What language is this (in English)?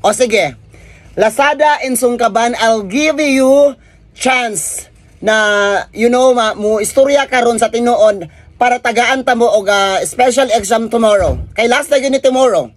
Cebuano